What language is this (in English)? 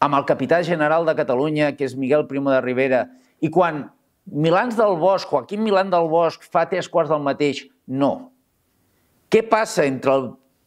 Catalan